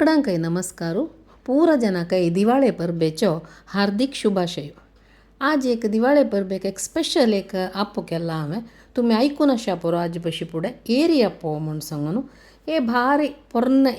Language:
Konkani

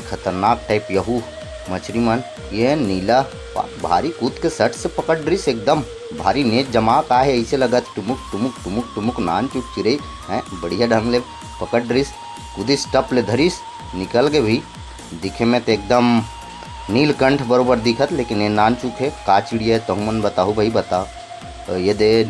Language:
Chhattisgarhi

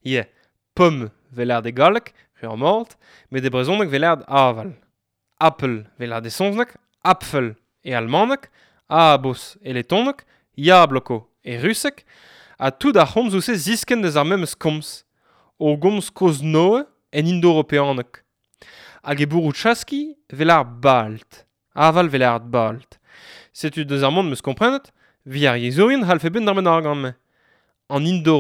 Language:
Breton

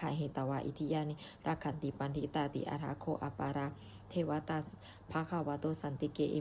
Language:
Pali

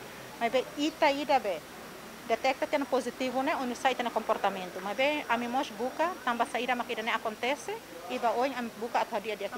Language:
Tetum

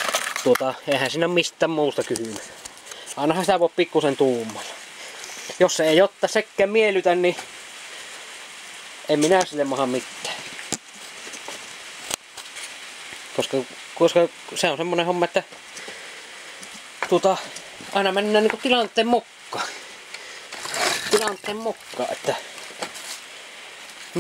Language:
Finnish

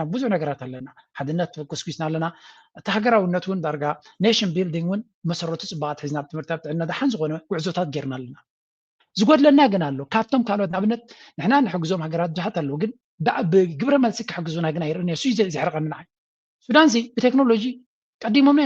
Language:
Tigrinya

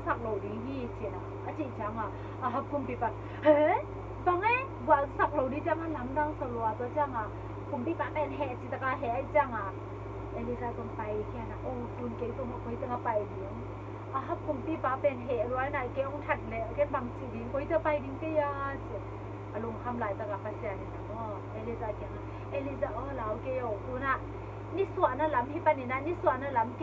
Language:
Tedim Chin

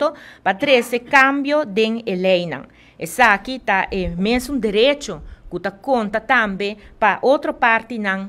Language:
Papiamento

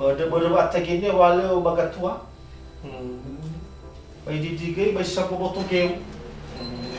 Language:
Nias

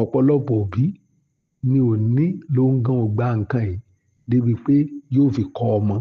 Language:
Yoruba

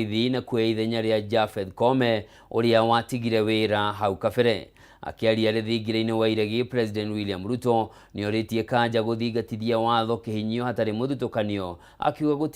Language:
Kikuyu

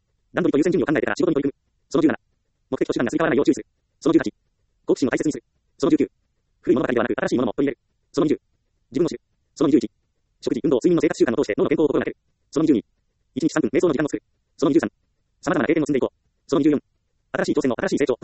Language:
Japanese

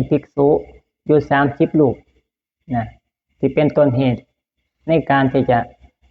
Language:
Lao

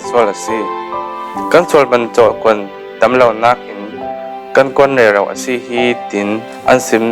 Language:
Falam Chin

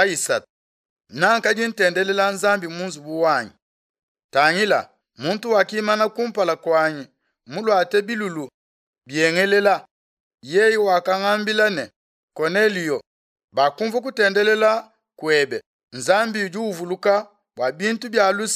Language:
Luba-Lulua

